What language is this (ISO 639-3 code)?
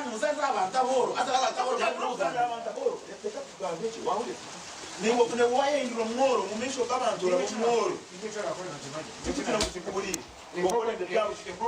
nyn